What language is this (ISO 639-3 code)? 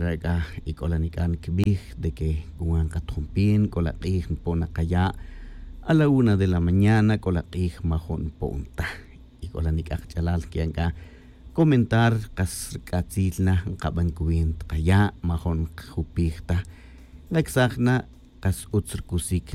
tzj